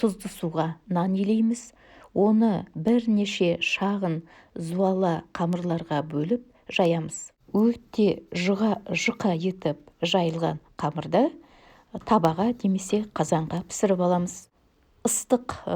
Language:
Kazakh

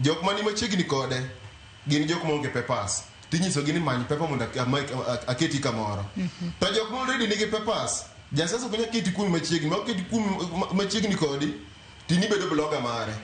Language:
Luo (Kenya and Tanzania)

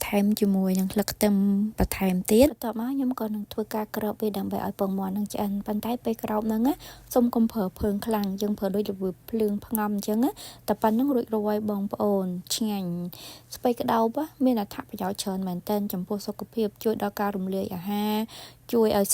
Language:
Khmer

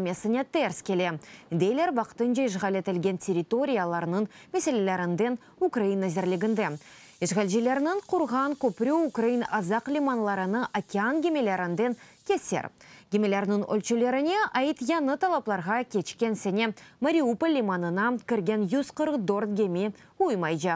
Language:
Crimean Tatar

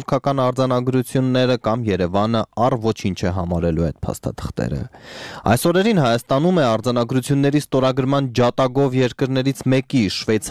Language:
Armenian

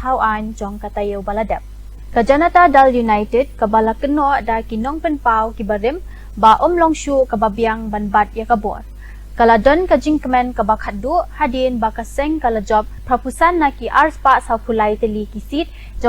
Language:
Khasi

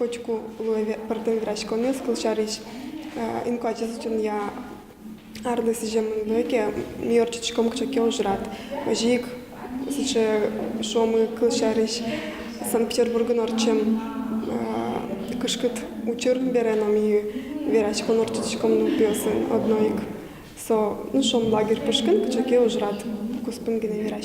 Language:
Udmurt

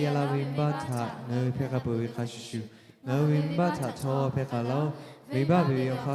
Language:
Lahu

